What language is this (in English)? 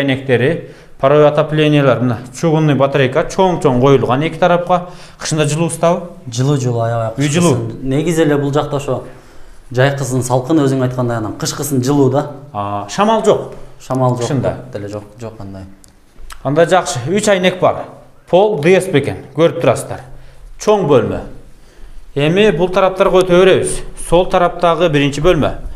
Kyrgyz